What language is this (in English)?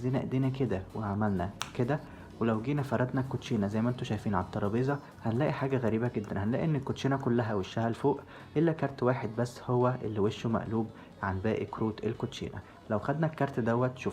Egyptian Arabic